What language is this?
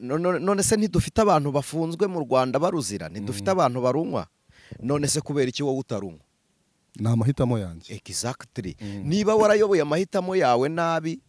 Kinyarwanda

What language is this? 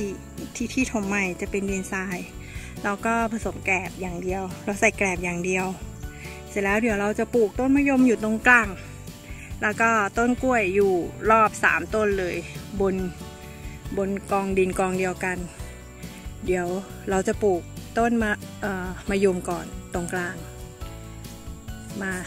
Thai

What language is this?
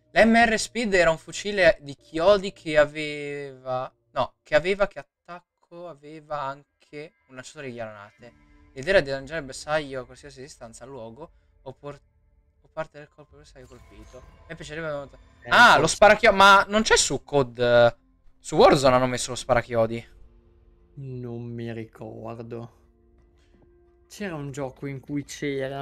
Italian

